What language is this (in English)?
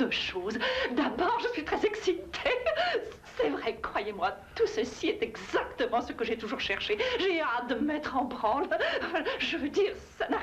French